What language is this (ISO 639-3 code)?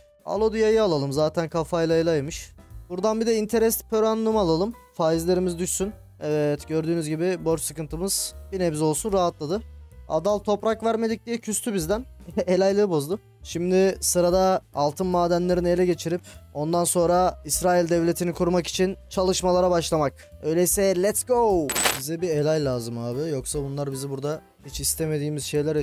tur